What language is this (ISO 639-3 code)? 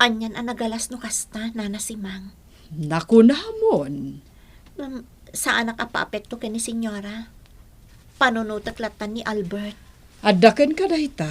ilo